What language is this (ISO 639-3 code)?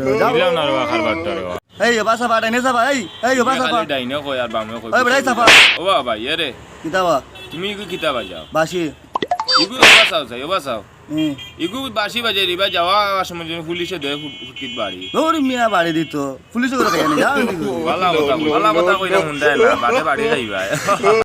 syl